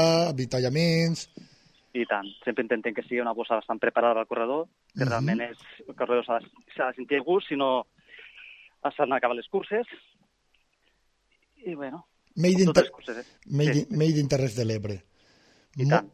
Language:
Catalan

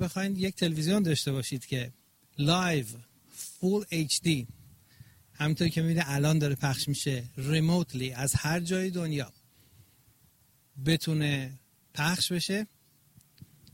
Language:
Persian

